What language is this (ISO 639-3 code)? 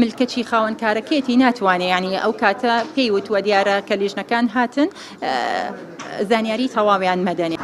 ckb